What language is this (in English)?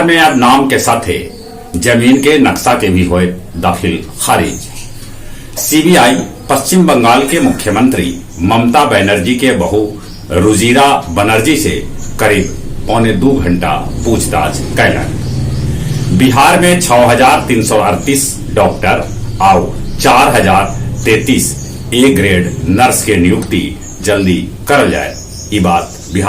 Magahi